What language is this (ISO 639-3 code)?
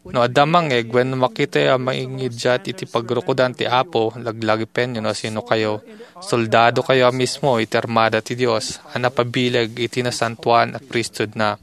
ilo